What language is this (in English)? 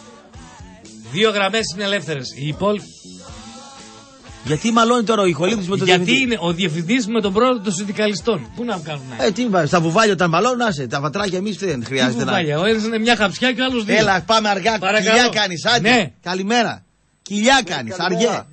Greek